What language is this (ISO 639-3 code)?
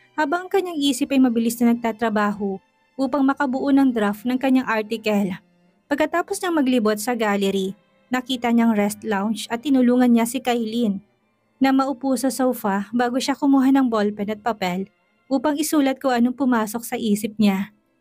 fil